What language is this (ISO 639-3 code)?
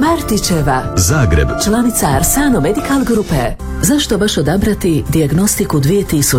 hrv